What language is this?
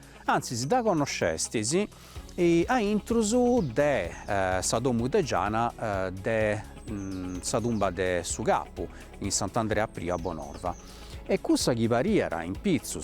Sardinian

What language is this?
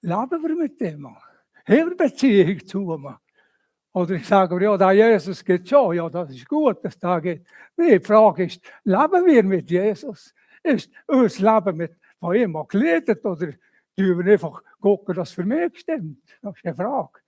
Swiss German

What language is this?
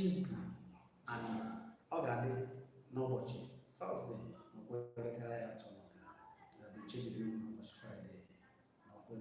Igbo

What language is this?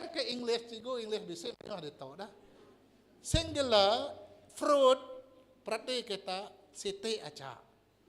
Iban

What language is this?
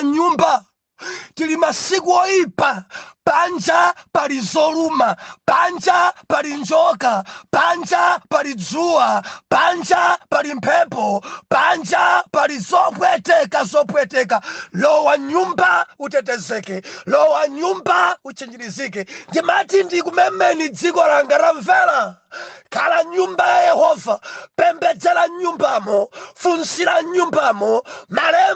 Nyanja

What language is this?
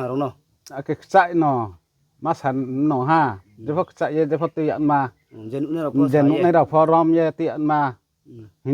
Riang (India)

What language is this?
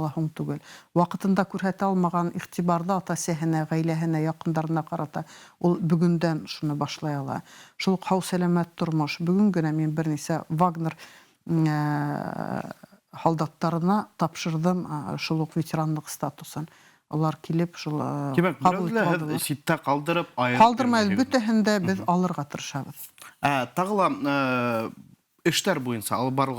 Bashkir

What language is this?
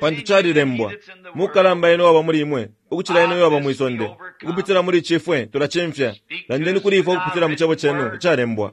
Bemba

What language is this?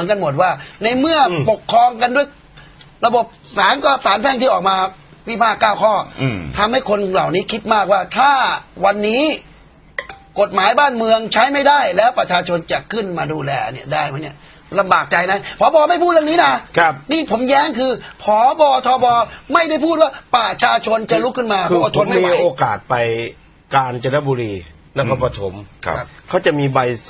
Thai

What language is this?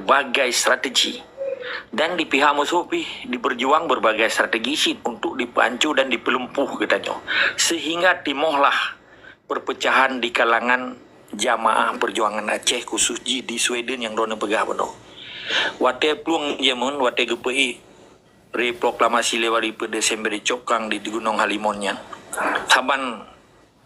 Achinese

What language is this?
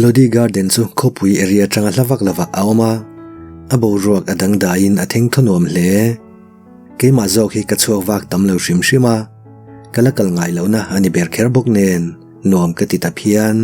Mizo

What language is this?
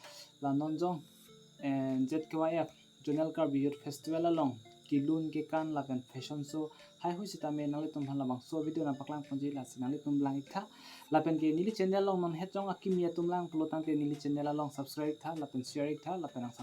Karbi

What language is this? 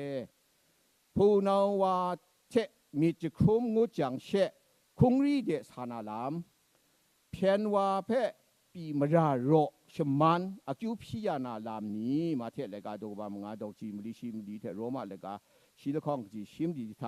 Kachin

